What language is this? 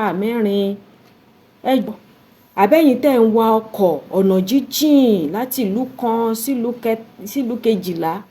Yoruba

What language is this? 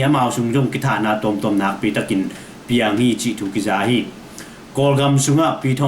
Tedim Chin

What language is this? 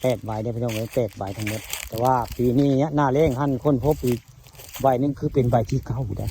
Northeastern Thai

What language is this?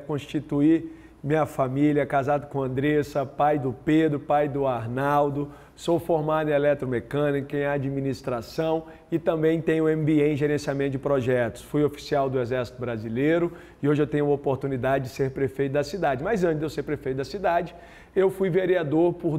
Portuguese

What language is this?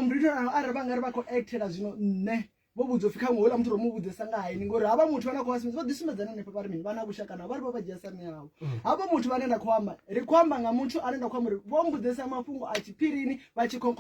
Venda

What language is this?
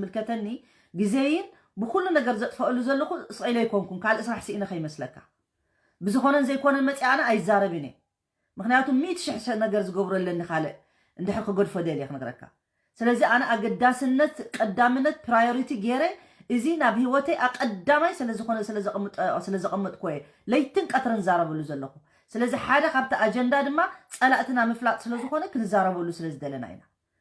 Tigrinya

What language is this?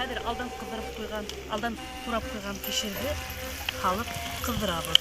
Bashkir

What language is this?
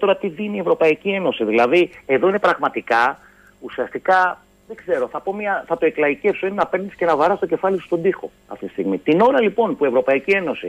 Greek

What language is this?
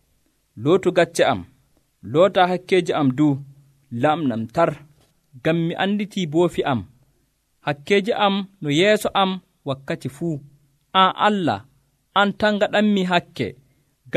Nigerian Fulfulde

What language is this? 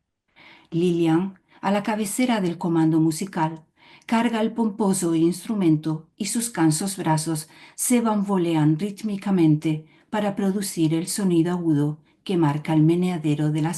Ladino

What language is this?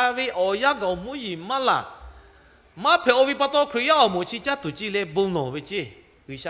Lahu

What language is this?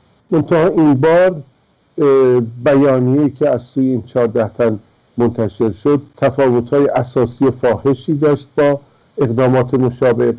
Persian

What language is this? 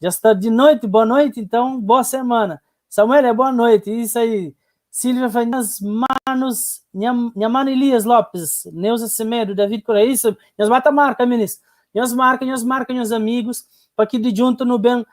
Kabuverdianu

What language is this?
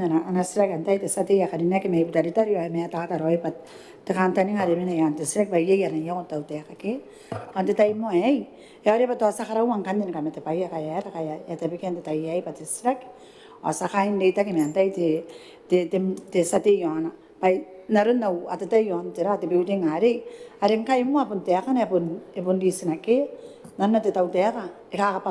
Gilbertese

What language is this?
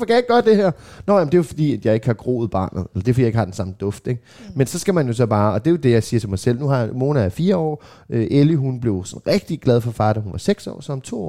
Danish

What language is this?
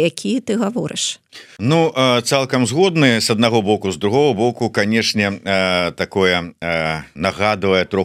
Belarusian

